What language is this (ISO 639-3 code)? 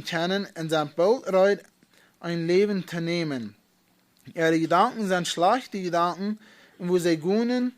pdt